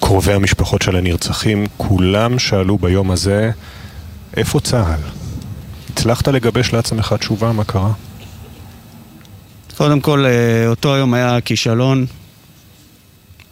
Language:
Hebrew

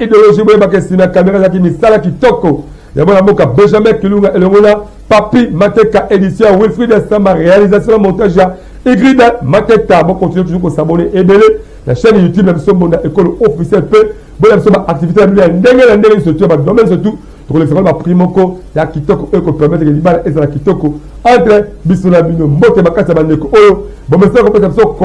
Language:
Lingala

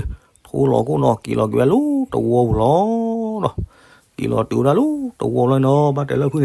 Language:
S'gaw Karen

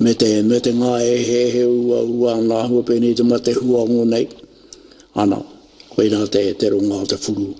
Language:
Māori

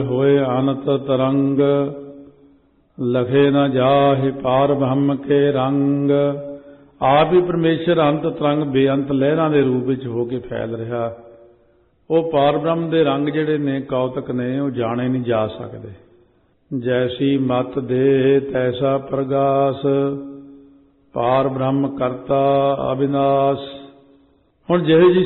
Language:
Punjabi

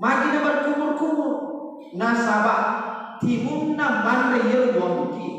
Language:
Buginese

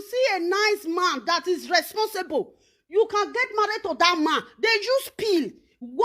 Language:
Nigerian Pidgin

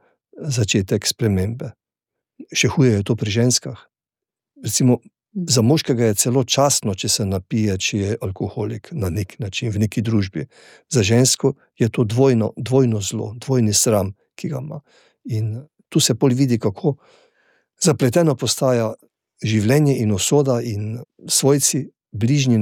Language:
Slovenian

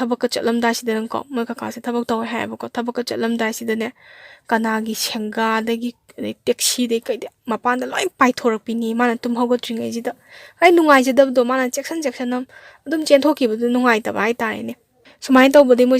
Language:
Manipuri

